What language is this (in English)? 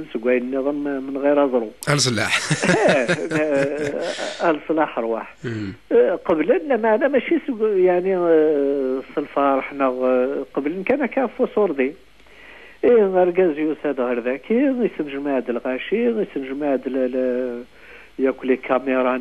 Kabyle